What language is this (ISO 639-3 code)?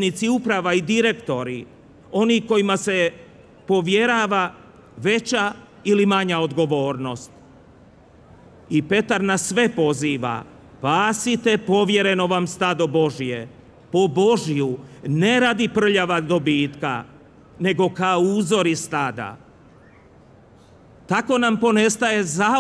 hrv